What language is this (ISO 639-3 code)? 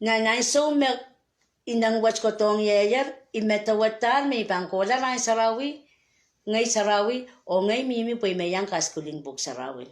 pon